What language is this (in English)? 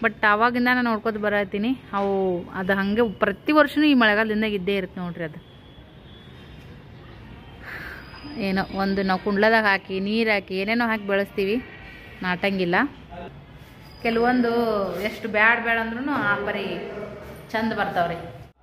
Kannada